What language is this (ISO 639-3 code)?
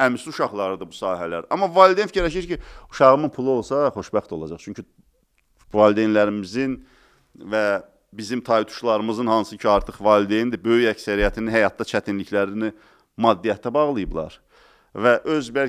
aze